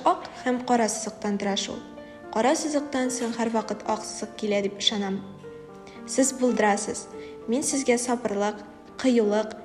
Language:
Tatar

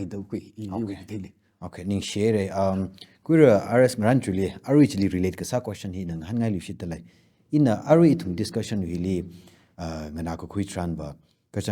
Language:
Tangkhul Naga (India)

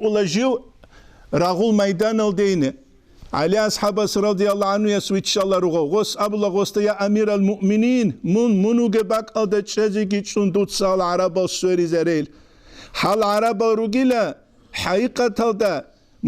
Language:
Avaric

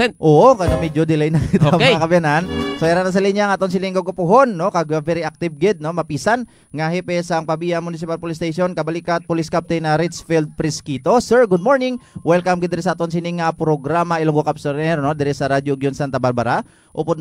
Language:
Hiligaynon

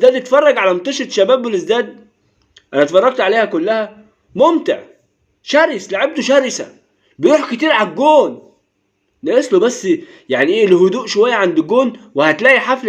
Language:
Egyptian Arabic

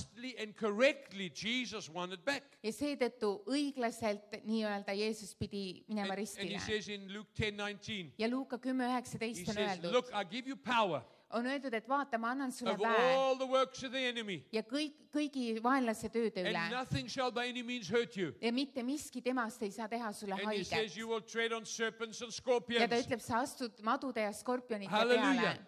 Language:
Estonian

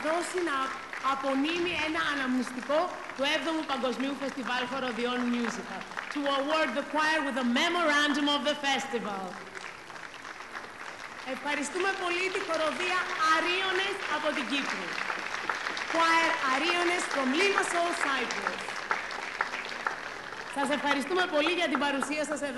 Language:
Greek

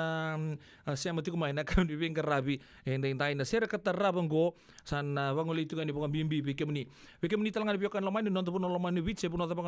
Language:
Fijian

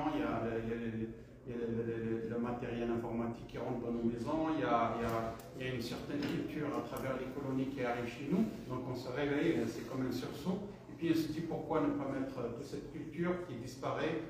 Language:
French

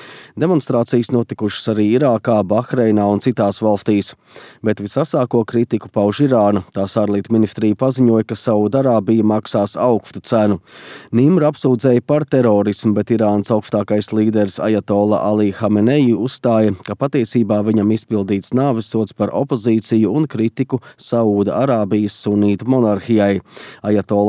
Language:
Latvian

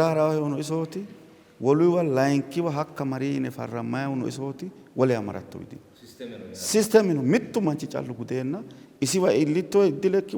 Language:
Sidamo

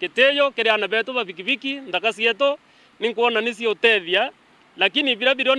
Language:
Meru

